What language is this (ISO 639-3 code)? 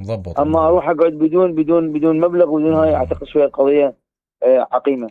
acm